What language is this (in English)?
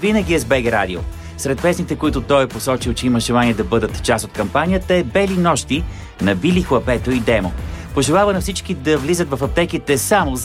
Bulgarian